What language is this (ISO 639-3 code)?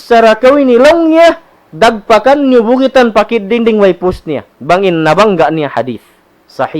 tsg